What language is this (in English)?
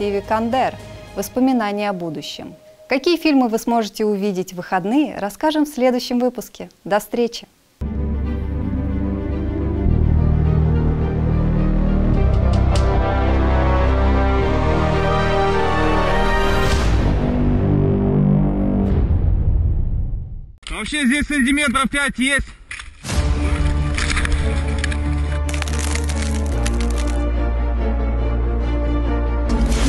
Russian